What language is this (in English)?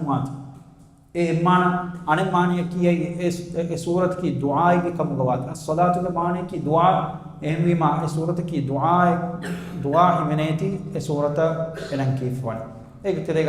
Divehi